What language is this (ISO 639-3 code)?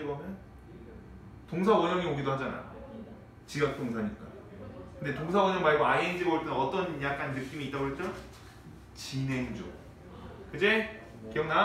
kor